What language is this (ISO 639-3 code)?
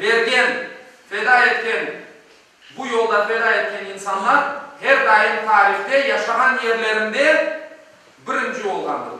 crh